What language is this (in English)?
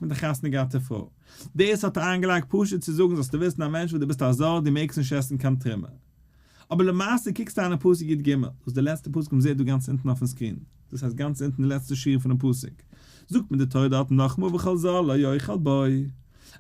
Yiddish